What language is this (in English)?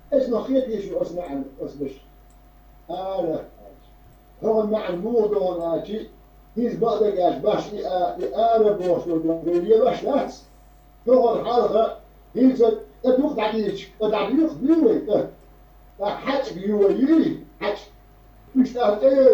Chechen